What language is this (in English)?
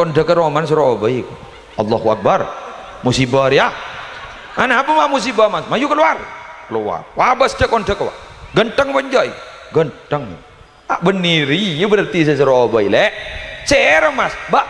Madurese